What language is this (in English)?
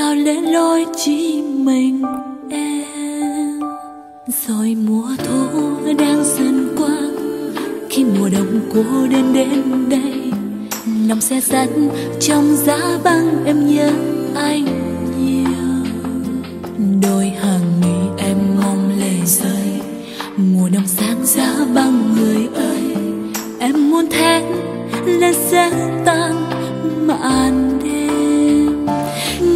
Vietnamese